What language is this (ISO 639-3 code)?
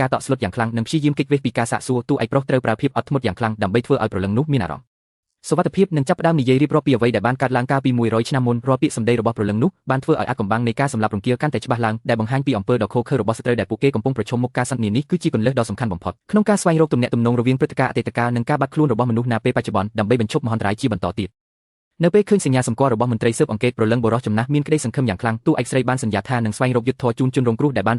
khm